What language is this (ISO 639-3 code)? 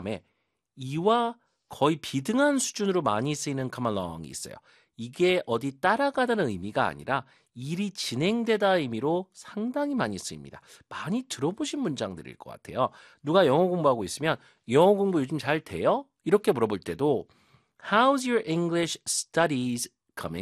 kor